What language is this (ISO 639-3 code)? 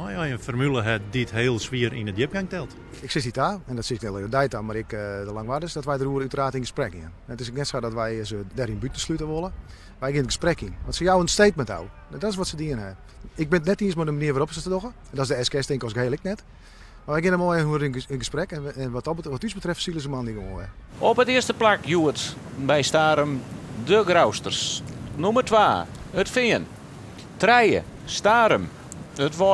fry